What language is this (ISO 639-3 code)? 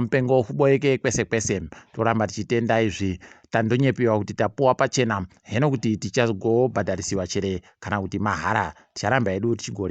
ndc